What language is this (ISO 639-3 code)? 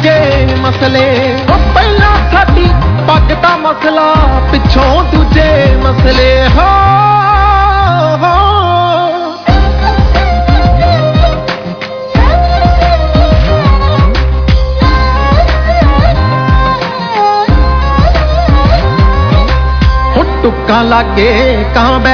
pan